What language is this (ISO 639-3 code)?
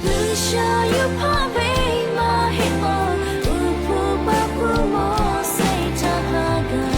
lhu